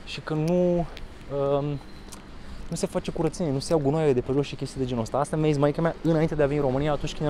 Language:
Romanian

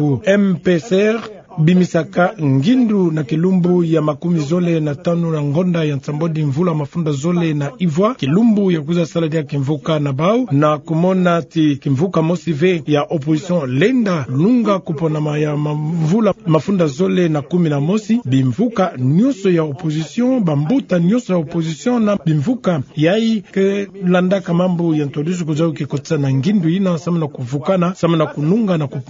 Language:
Kituba (Democratic Republic of Congo)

